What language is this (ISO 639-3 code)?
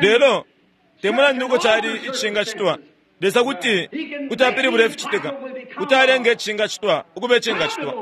bem